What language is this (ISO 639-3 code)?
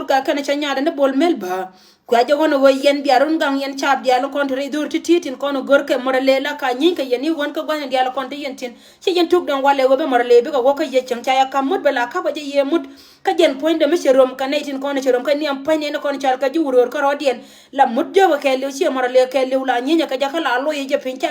nus